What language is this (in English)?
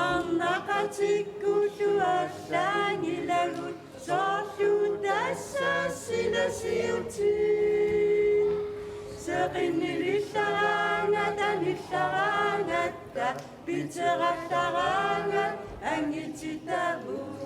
Kalaallisut